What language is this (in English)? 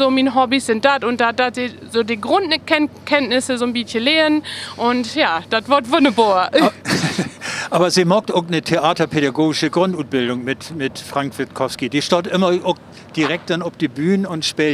Low German